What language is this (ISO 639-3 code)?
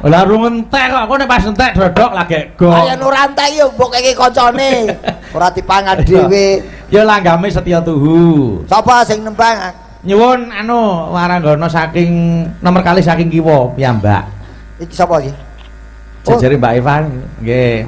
jav